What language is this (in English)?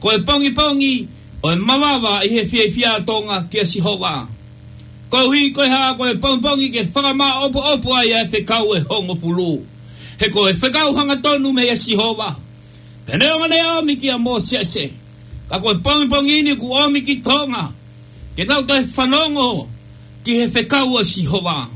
Tongan